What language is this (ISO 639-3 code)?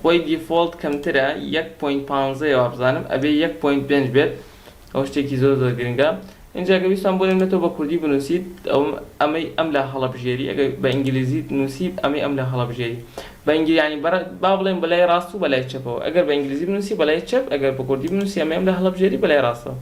ckb